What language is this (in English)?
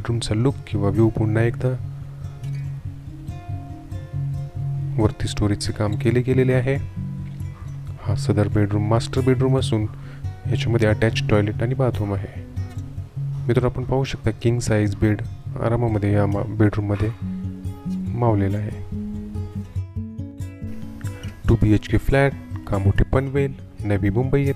Marathi